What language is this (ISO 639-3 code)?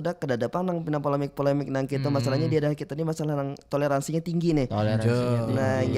bjn